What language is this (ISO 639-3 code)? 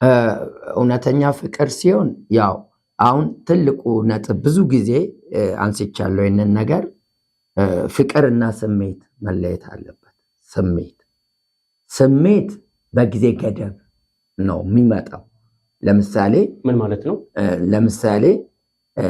amh